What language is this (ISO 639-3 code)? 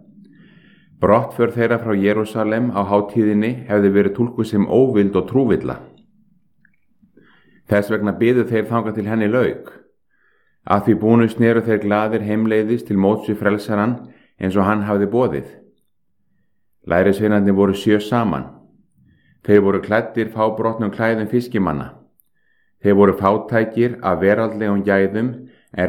isl